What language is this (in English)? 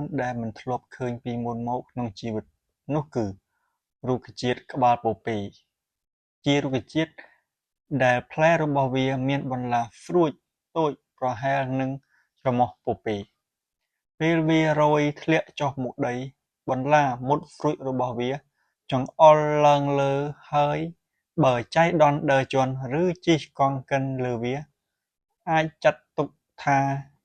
Khmer